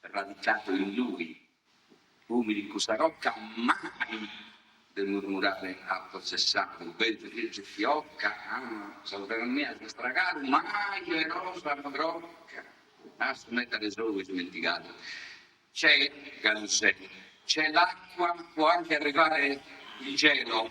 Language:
Sardinian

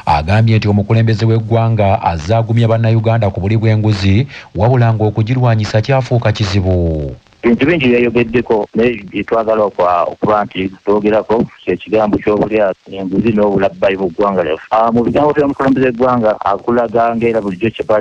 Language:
Ganda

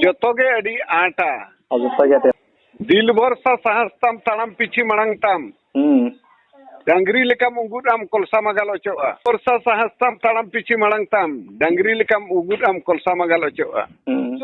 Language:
Santali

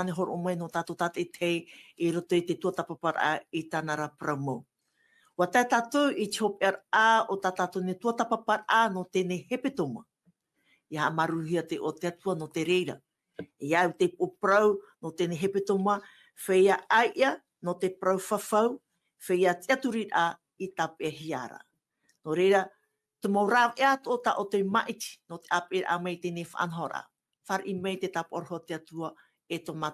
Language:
Tahitian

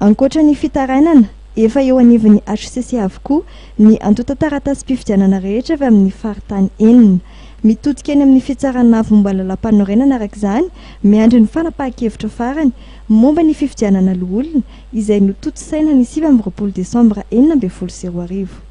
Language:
Malagasy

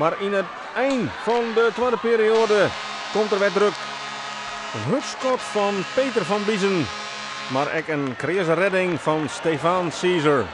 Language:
Western Frisian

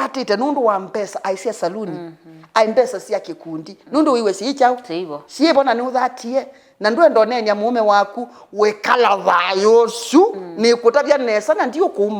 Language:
Kamba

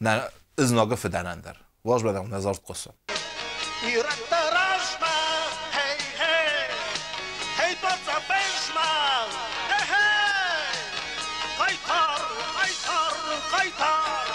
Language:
Ossetic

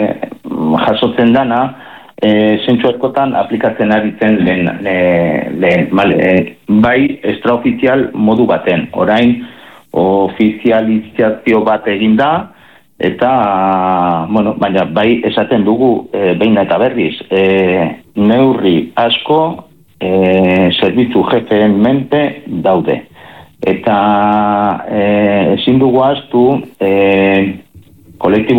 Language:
Basque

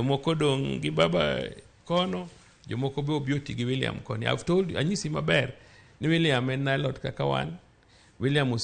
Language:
Luo (Kenya and Tanzania)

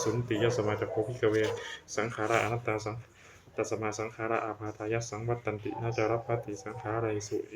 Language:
Pali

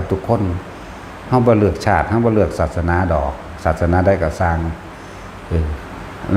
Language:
Northeastern Thai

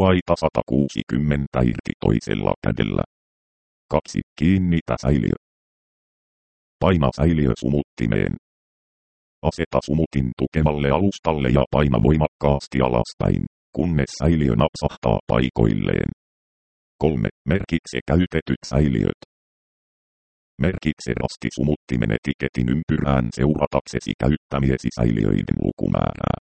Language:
Finnish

